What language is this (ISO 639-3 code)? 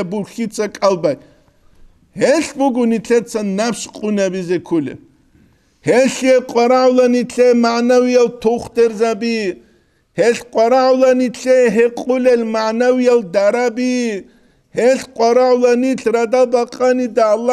ava